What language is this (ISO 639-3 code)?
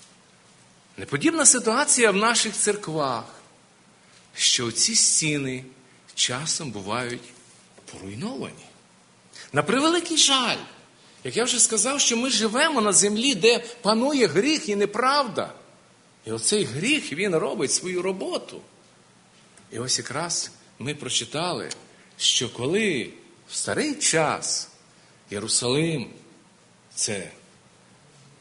ukr